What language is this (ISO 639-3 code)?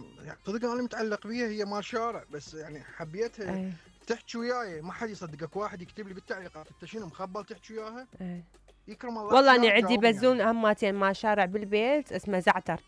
acm